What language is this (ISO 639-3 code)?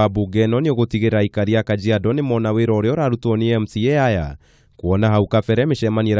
kik